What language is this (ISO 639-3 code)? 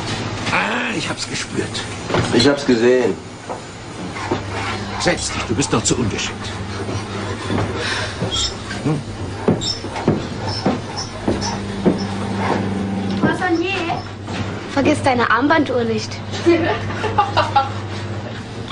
deu